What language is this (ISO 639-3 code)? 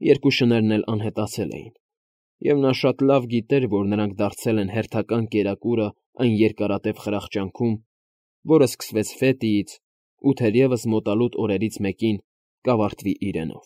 hye